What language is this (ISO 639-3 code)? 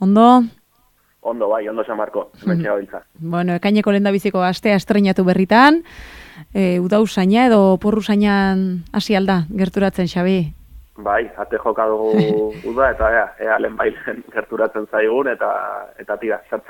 eus